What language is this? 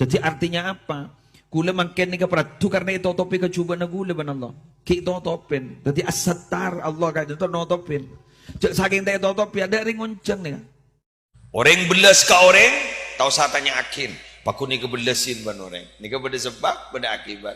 Madurese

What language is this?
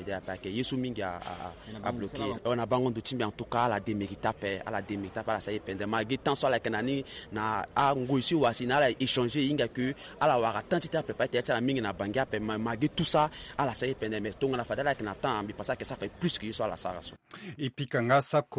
Sango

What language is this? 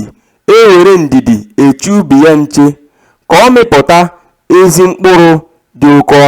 Igbo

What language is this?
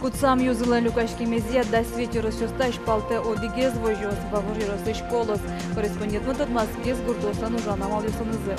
Udmurt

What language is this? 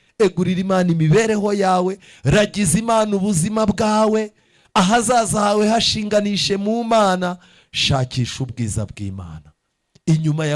Kinyarwanda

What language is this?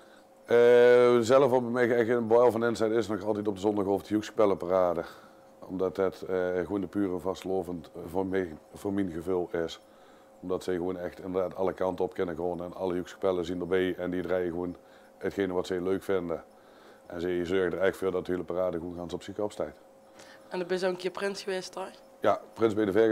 Limburgish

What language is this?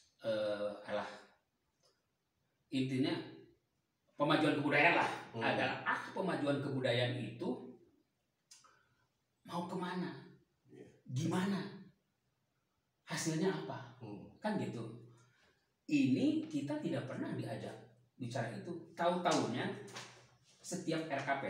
Indonesian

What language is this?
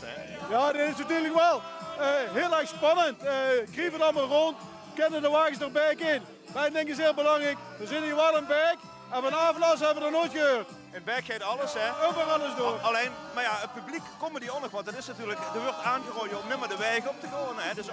Limburgish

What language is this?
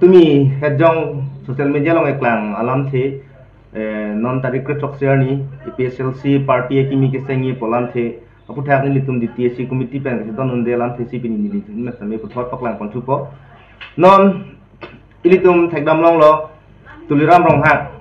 Karbi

